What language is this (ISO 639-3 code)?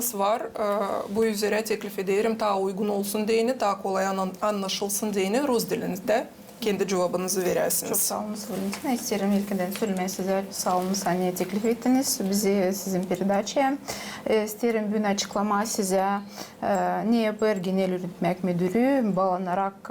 gag